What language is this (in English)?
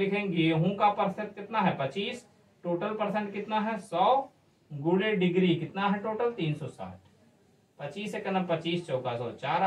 Hindi